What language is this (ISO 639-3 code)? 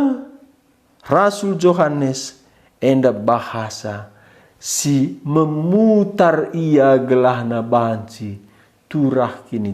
btx